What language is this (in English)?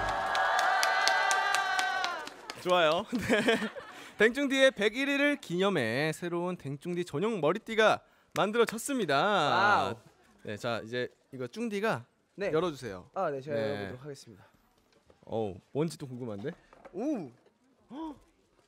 Korean